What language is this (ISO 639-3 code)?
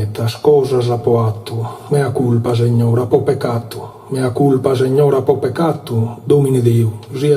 srd